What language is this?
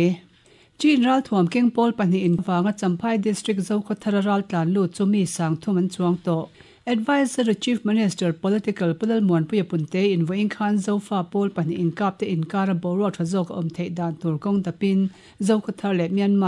Mizo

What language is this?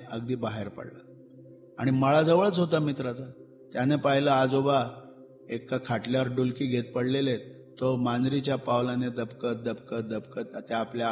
Marathi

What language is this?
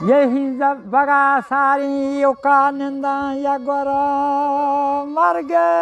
Baluchi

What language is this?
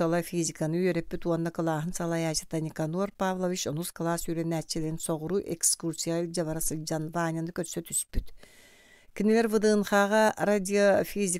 Yakut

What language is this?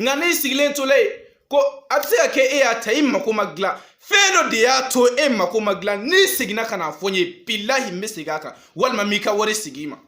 Bambara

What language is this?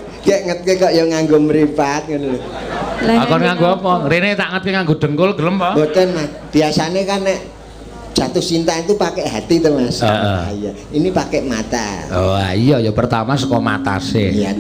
Javanese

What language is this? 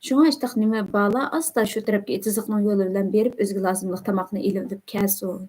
Uyghur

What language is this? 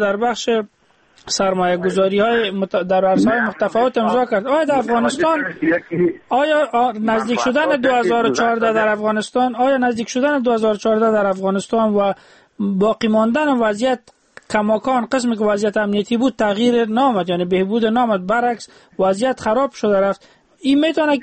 Persian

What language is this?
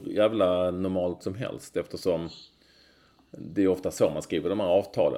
Swedish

